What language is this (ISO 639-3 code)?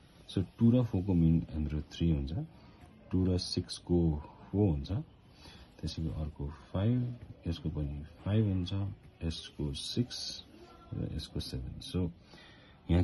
nep